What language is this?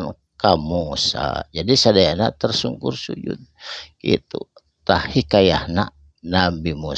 Sundanese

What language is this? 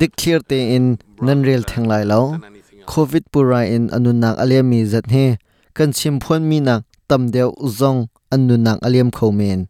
Hakha Chin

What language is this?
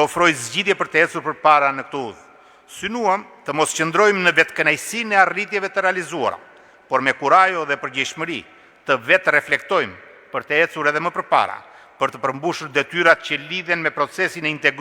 Albanian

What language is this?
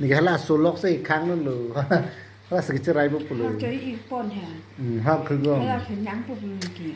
Karbi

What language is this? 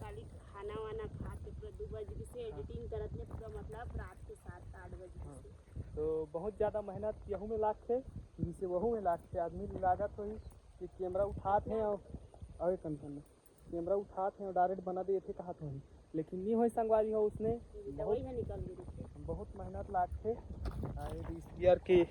Chhattisgarhi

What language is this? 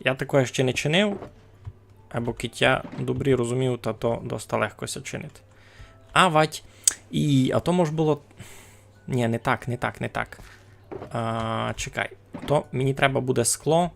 Rusyn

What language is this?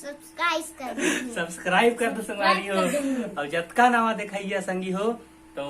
Chhattisgarhi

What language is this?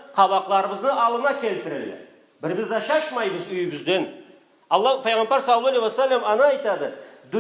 Karachay-Balkar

